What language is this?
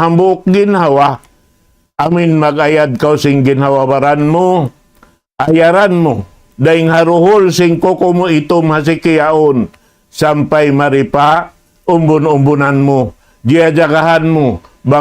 Tausug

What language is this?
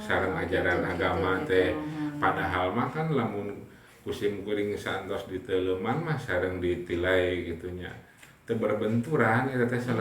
Sundanese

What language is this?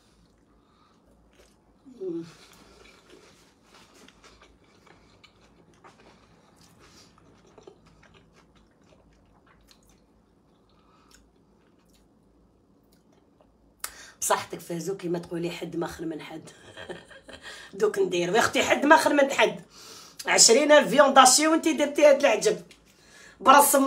Algerian Arabic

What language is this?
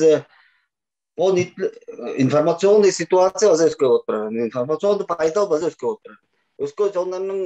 Tuvinian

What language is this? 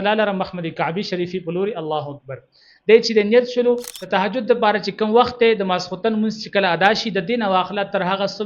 Pashto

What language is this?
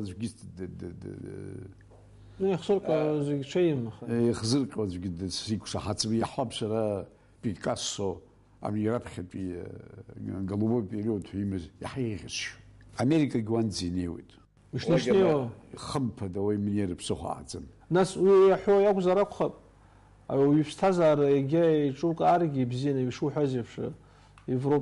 Abkhazian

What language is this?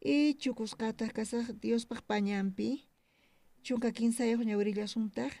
South Bolivian Quechua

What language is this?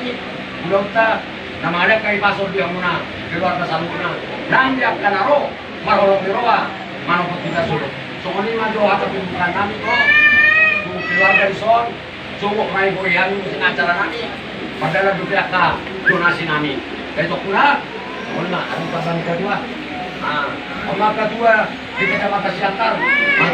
Batak Toba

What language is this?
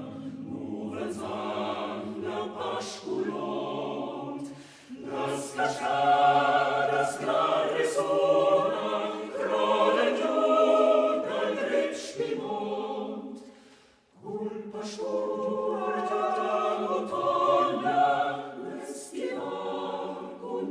Romansh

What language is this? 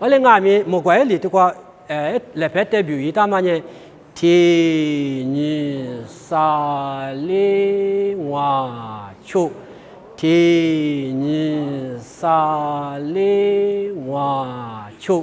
Lisu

